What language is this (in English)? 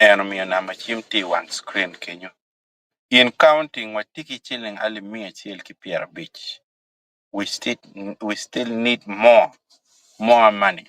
Acoli